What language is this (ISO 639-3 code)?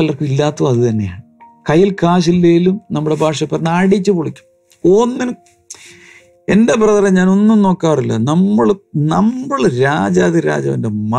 mal